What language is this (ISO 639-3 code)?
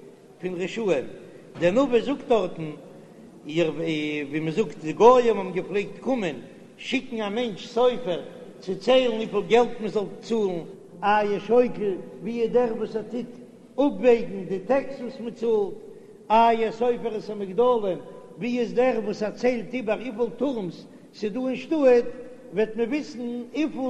yid